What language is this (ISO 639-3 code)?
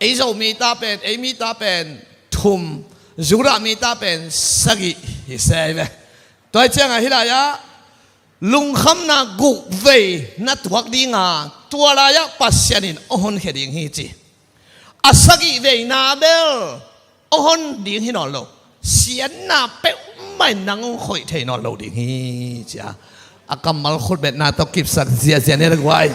ctd